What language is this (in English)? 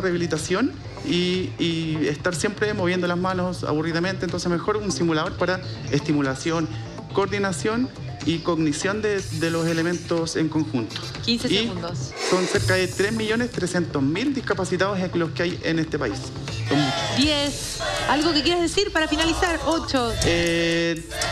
Spanish